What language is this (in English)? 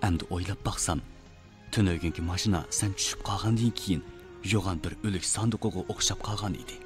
Uyghur